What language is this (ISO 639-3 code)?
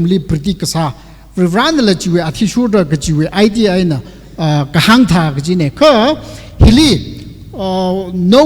nmf